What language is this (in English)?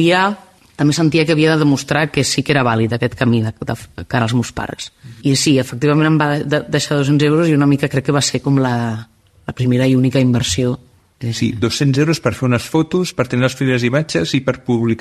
Catalan